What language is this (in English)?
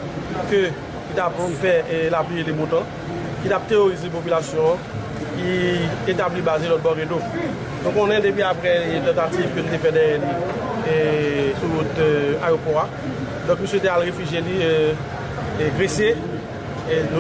Haitian Creole